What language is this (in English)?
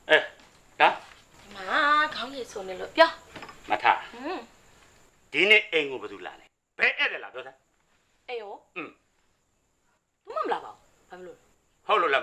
Burmese